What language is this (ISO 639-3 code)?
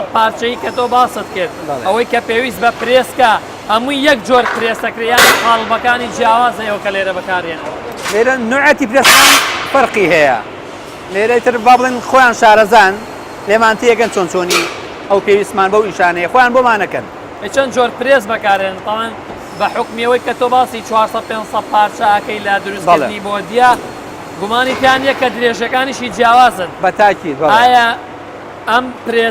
ckb